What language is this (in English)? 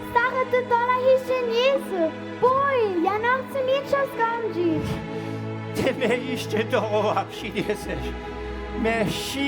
Upper Sorbian